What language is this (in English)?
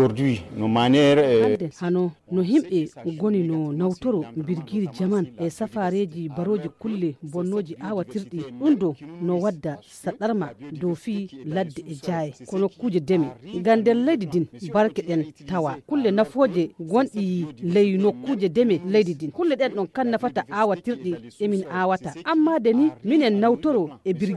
Nigerian Fulfulde